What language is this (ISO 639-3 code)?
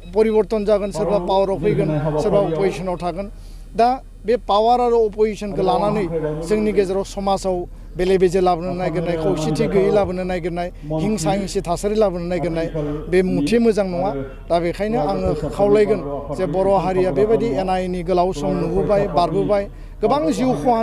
brx